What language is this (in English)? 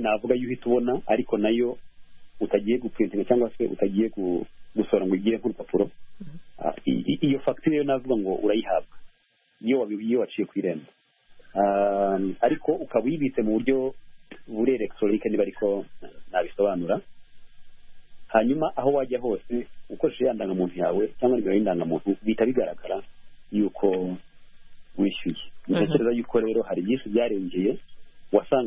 Kinyarwanda